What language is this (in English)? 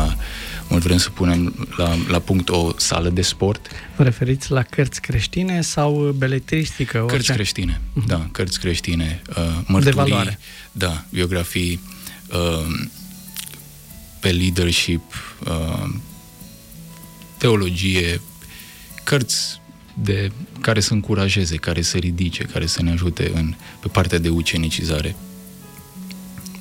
Romanian